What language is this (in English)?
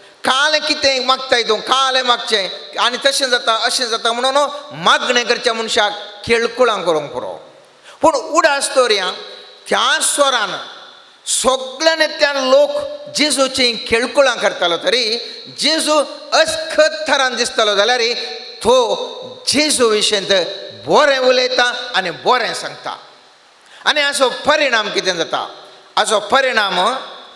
Konkani